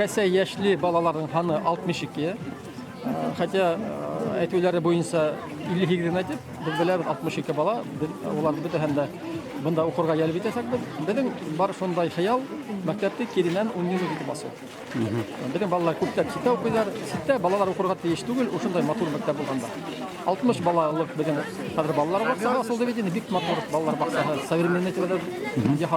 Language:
Bashkir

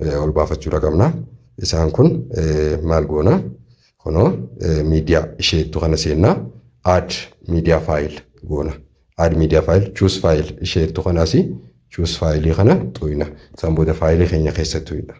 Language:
Oromo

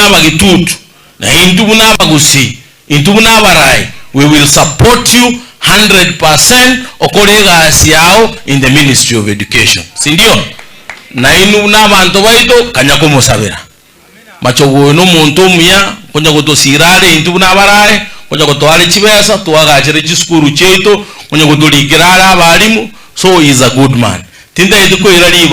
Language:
Gusii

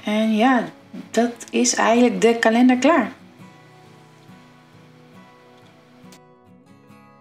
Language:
Dutch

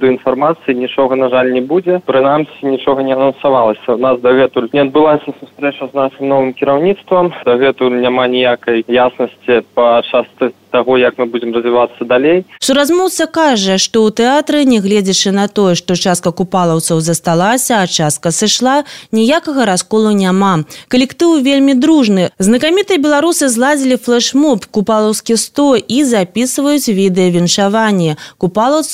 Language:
Belarusian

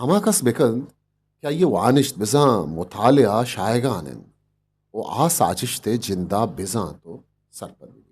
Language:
Eastern Balochi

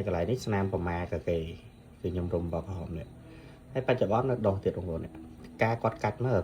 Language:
Khmer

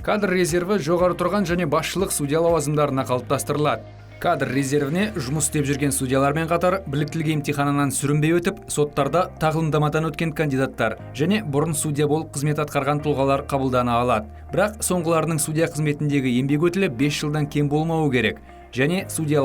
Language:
Kazakh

